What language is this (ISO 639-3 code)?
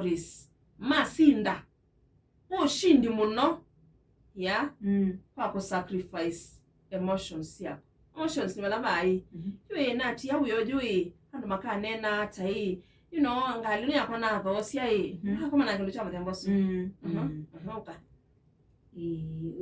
kam